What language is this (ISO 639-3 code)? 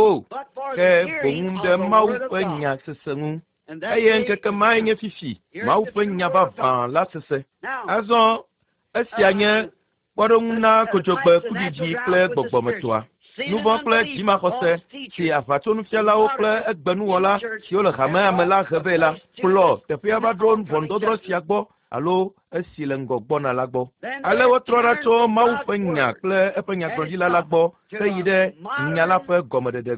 ewe